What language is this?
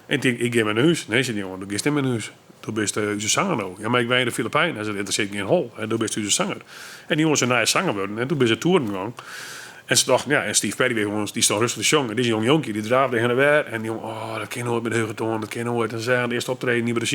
Western Frisian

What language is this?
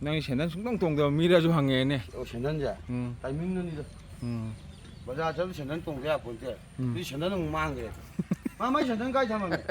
Manipuri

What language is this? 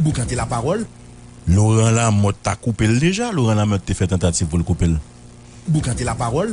Haitian Creole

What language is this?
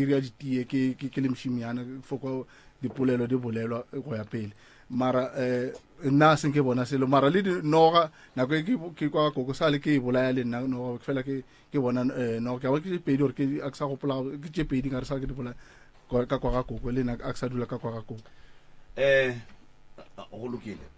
Northern Sotho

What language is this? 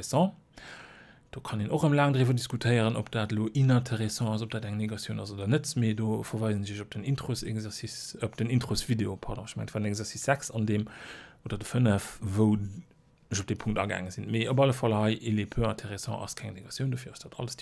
Luxembourgish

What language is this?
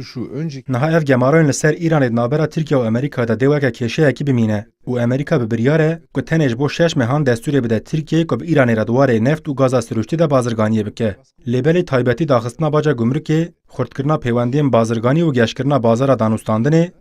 Kurdish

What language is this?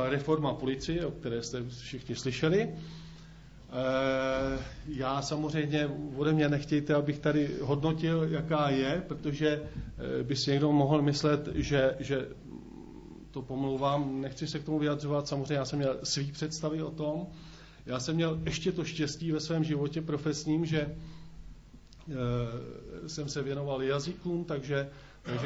Czech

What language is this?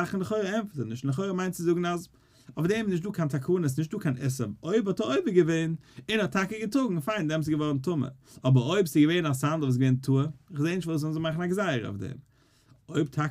Yiddish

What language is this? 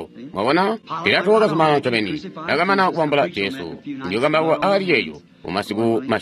Tonga (Zambia)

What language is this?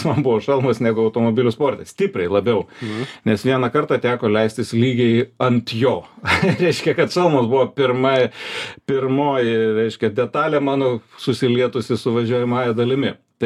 Lithuanian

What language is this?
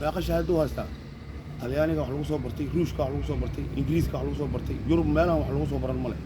Somali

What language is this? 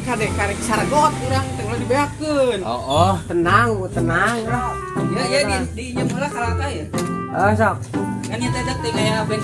Sundanese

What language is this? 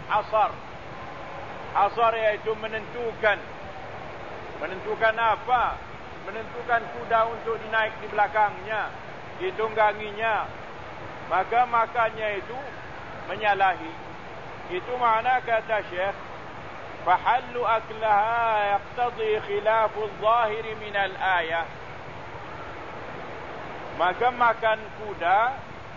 Malay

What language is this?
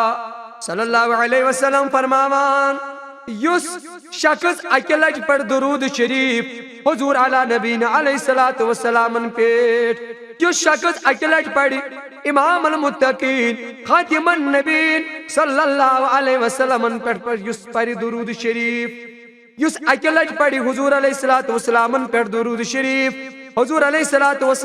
Kashmiri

